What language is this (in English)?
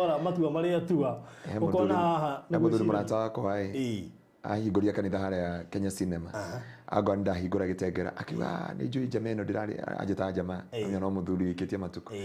Kikuyu